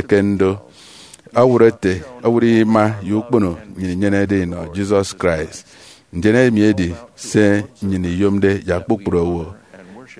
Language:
Efik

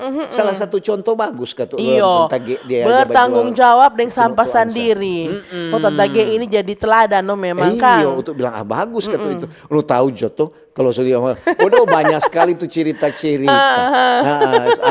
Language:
Manado Malay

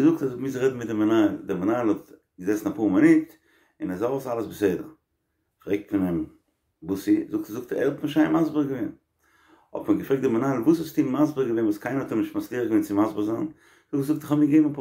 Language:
Yiddish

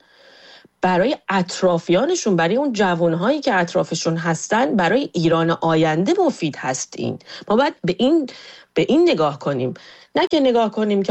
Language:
Persian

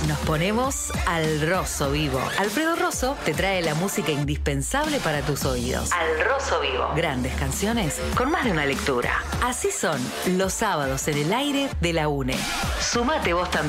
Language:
Spanish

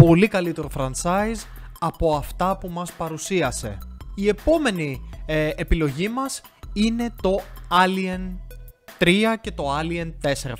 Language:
Greek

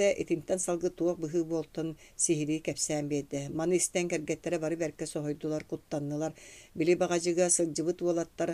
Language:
Yakut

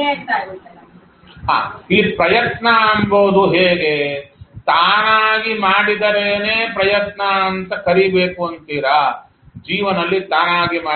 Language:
Kannada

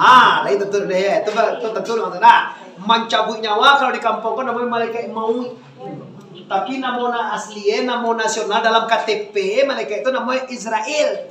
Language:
Minangkabau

